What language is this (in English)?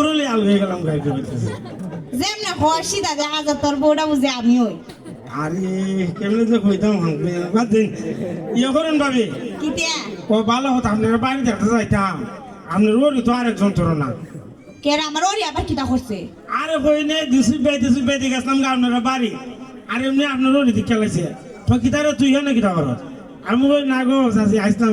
Sylheti